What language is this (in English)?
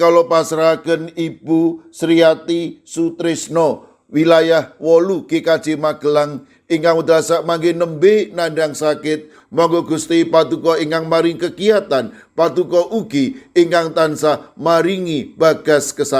Javanese